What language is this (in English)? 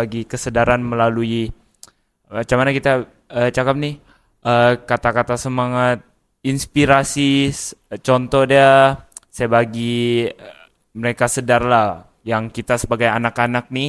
Malay